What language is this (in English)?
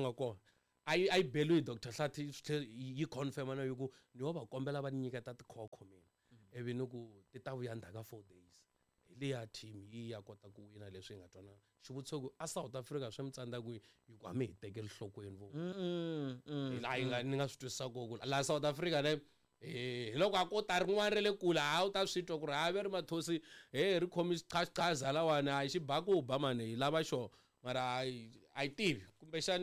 Tsonga